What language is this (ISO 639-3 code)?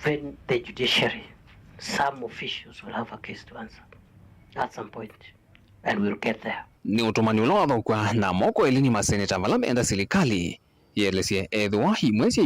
kam